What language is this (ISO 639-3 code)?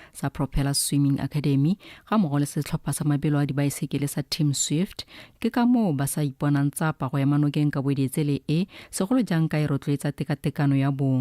tsn